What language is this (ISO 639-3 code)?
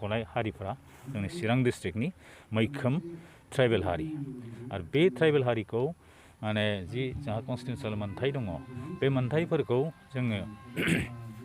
brx